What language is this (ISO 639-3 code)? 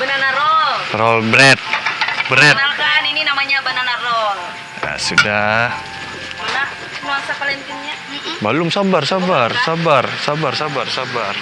bjn